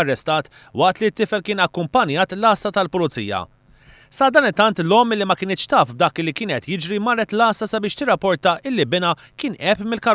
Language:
Maltese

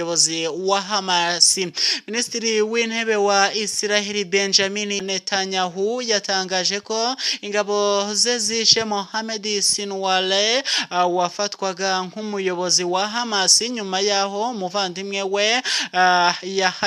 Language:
Kinyarwanda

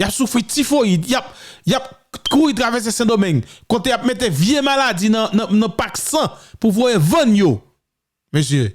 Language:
Haitian Creole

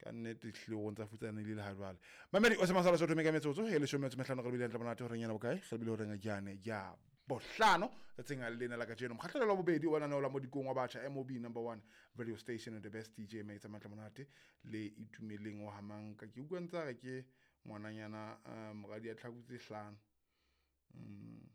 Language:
Southern Sotho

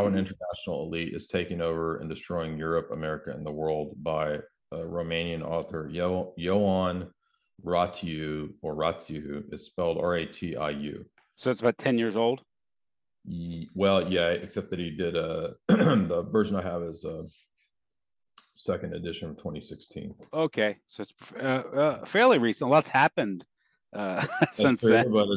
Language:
English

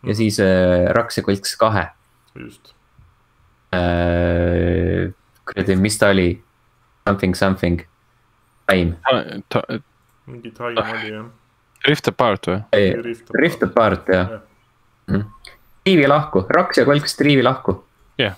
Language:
Estonian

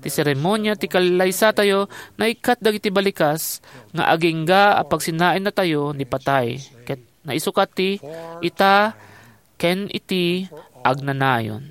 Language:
Iloko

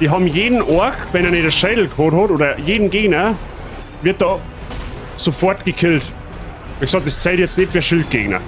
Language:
Bavarian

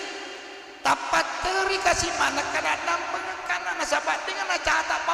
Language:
Buginese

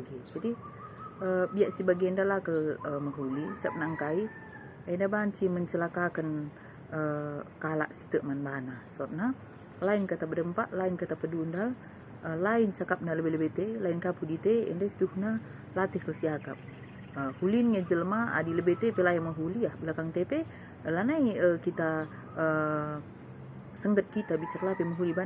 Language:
Batak Karo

